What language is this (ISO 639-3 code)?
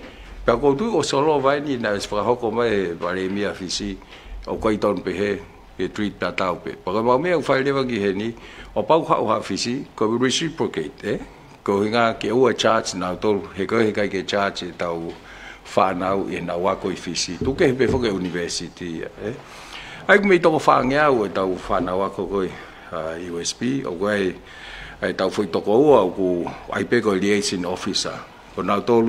ton